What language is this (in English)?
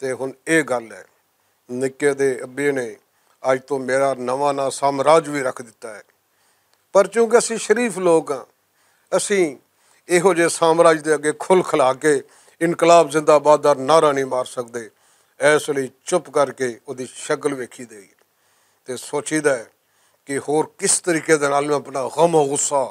Western Panjabi